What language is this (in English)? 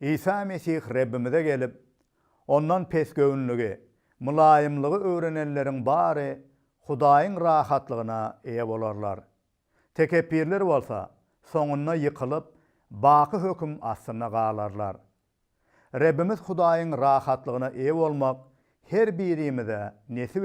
Turkmen